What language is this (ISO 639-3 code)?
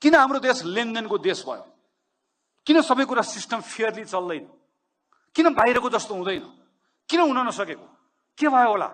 nep